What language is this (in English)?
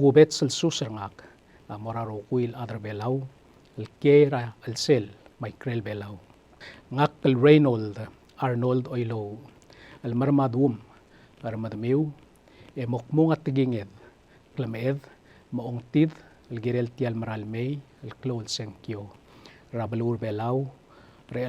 Palauan